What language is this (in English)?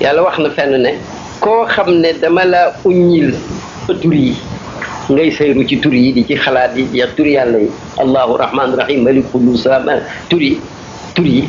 Wolof